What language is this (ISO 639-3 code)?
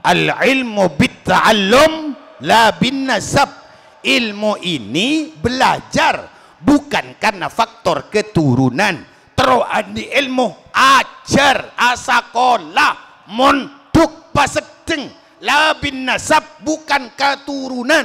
mad